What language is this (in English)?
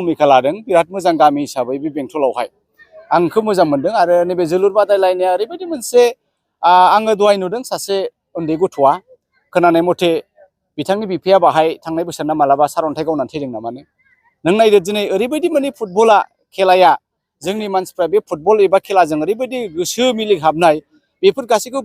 Bodo